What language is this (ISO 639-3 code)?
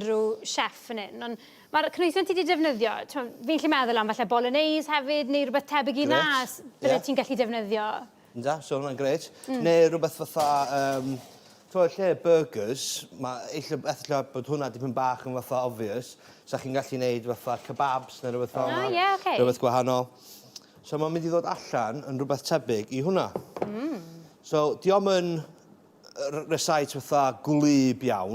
cym